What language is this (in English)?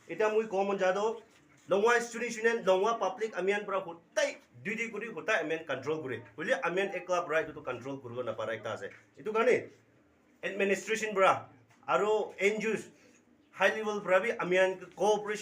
Naga Pidgin